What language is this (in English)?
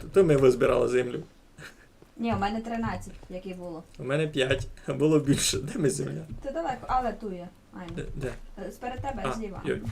Rusyn